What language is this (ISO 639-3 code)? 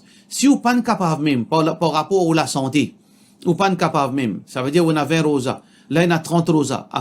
mfe